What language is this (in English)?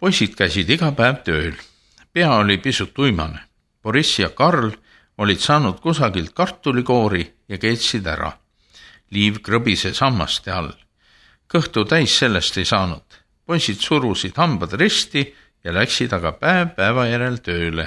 Estonian